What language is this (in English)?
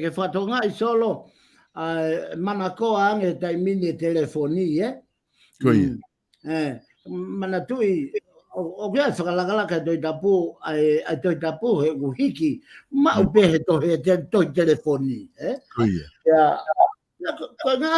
Tongan